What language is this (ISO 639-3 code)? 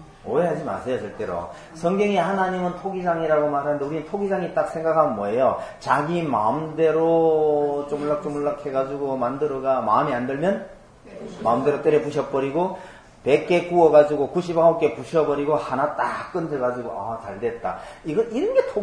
kor